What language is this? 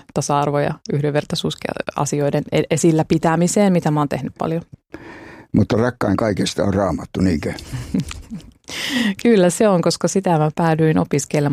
Finnish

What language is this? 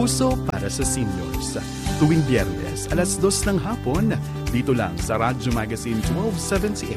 Filipino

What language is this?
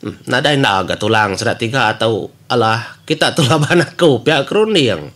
Iban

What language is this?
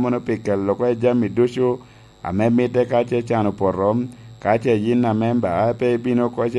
Lango (Uganda)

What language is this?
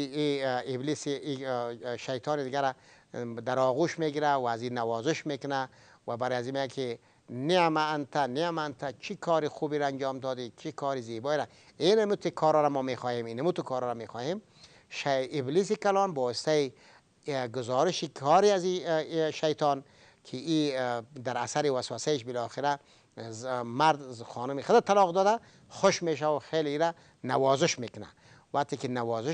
Persian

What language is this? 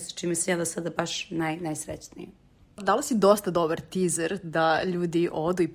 Serbian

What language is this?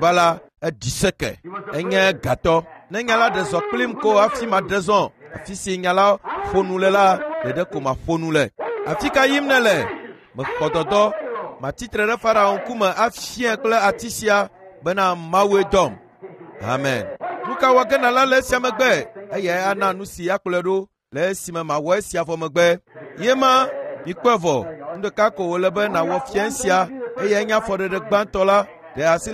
Ewe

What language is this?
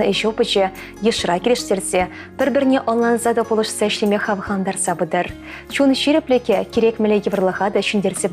Chuvash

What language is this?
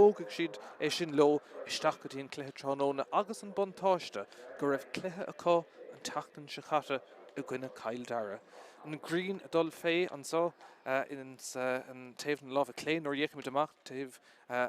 Irish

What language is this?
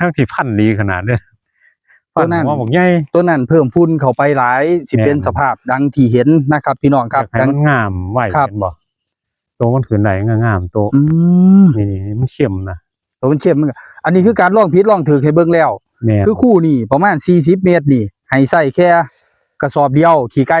Northeastern Thai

